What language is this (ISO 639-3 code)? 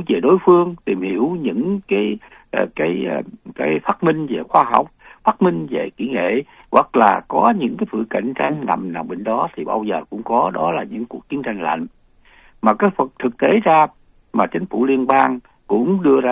vie